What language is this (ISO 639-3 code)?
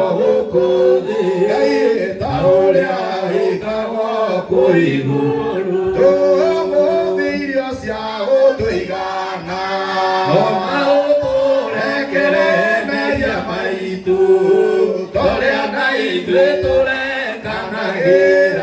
kik